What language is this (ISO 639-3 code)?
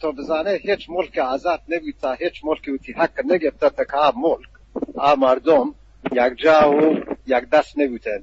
bgp